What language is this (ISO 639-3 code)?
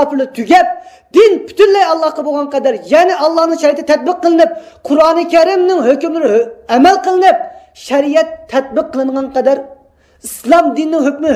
uig